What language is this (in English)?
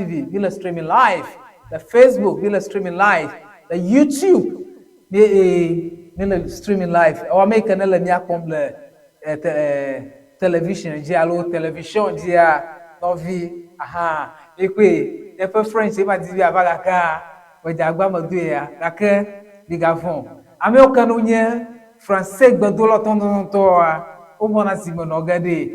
Ewe